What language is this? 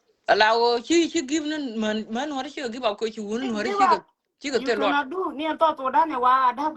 Nuer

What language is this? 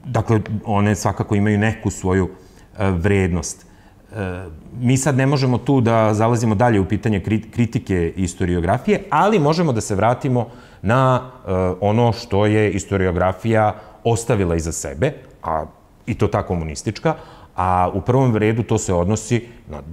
Serbian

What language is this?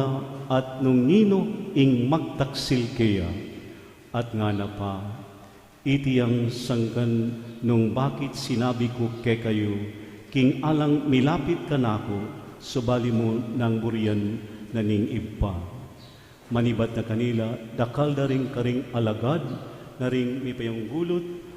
Pampanga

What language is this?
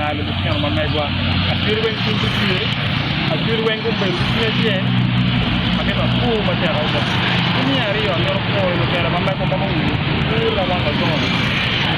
Acoli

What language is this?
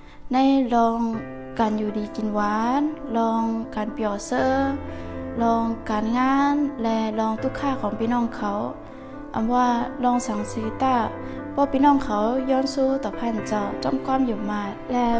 Shan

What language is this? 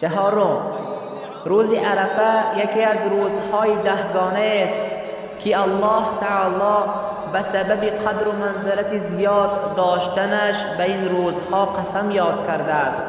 Tajik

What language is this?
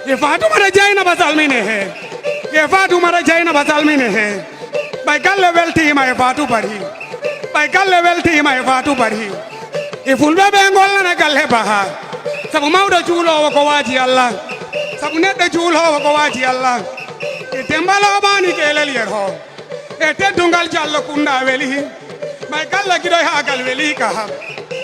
Fula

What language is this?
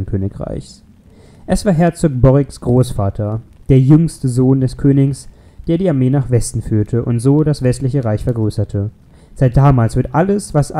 German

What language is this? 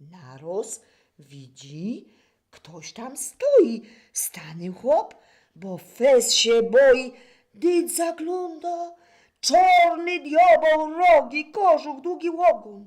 Silesian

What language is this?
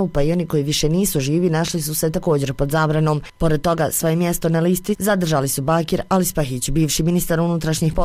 Bosnian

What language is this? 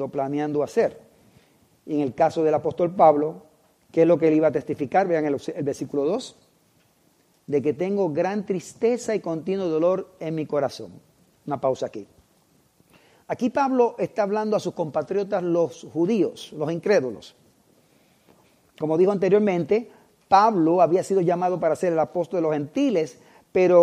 Spanish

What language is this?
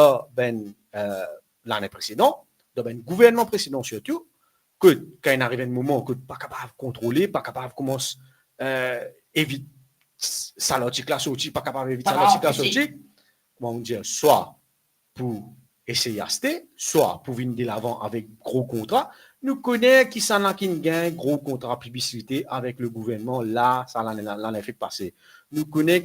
Morisyen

